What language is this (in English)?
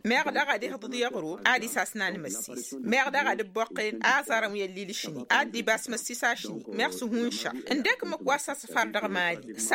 Tamasheq